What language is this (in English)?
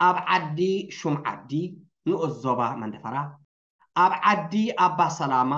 Tigrinya